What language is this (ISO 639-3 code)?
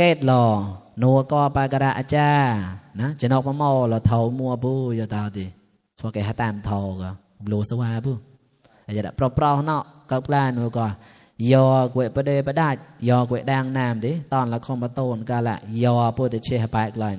mnw